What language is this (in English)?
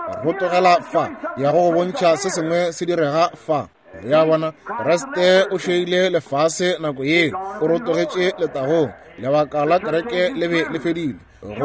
Northern Sotho